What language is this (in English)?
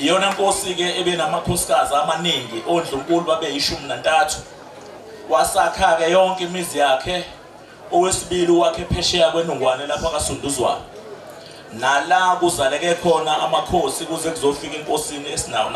Zulu